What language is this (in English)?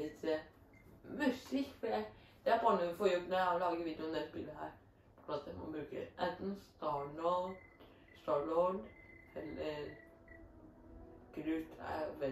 Norwegian